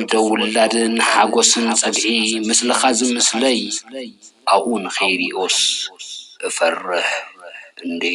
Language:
Tigrinya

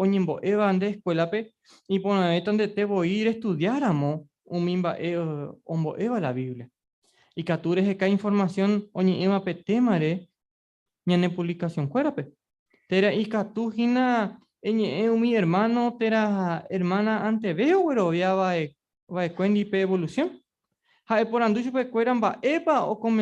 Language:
Guarani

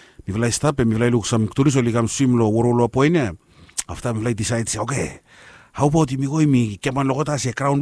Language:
Bislama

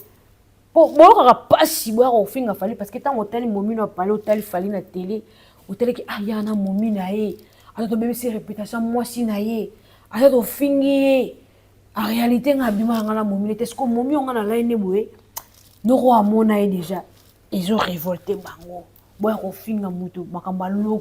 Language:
Lingala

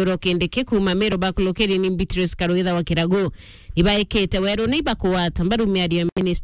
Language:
Meru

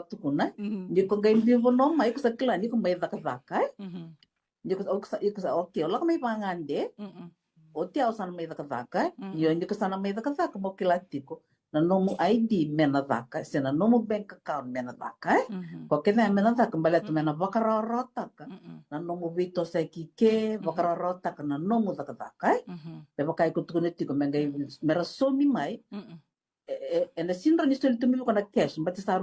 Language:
Fijian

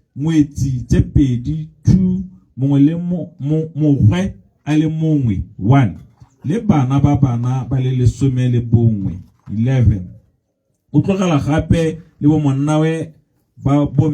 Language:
Tswana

